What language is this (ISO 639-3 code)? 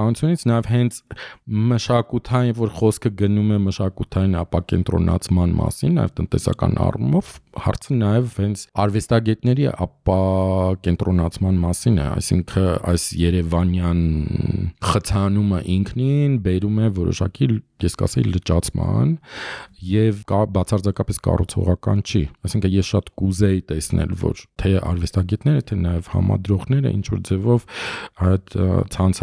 hye